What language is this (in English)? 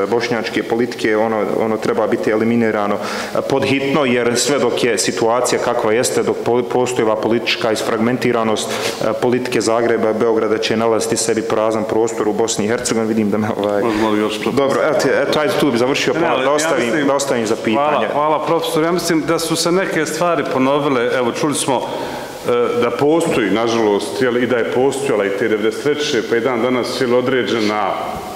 Bosnian